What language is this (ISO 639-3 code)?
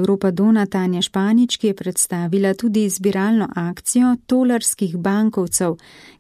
slv